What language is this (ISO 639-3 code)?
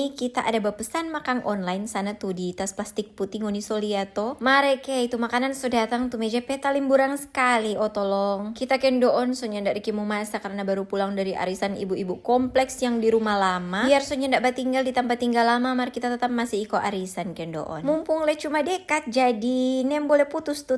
xmm